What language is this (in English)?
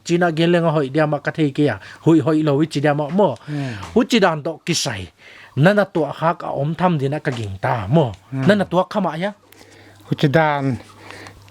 Paite Chin